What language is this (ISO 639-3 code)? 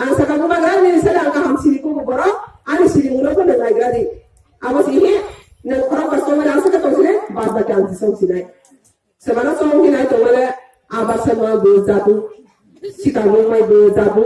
ria